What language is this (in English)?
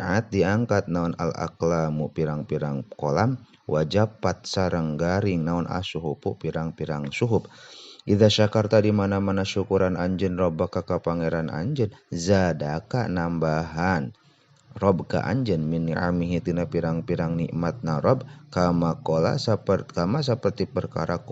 Sundanese